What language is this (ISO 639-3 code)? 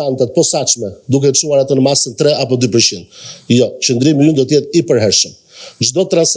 sqi